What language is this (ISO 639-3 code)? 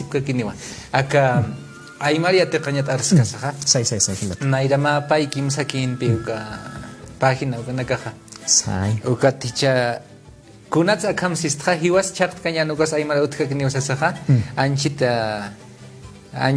aym